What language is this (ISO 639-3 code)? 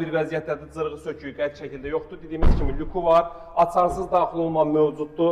aze